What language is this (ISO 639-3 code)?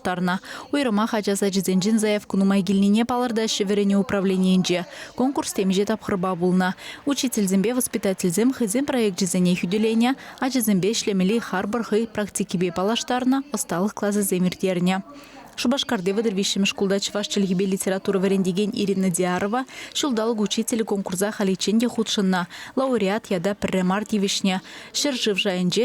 chv